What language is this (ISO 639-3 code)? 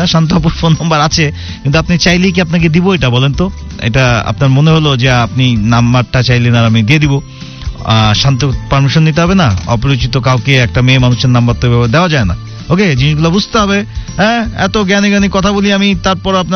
ben